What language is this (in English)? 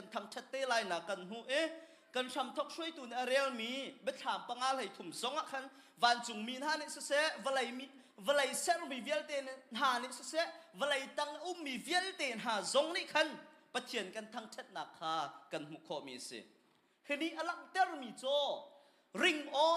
Hakha Chin